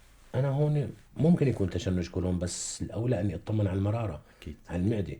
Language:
North Levantine Arabic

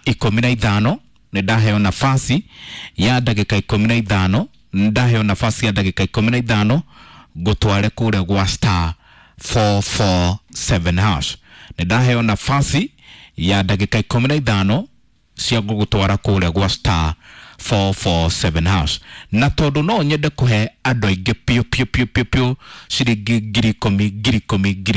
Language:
Kikuyu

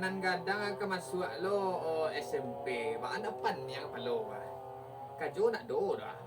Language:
Minangkabau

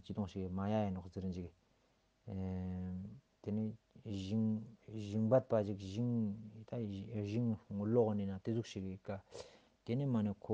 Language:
Ladakhi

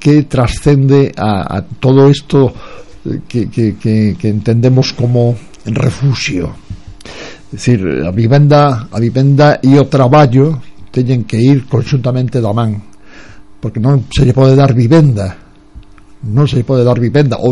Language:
Galician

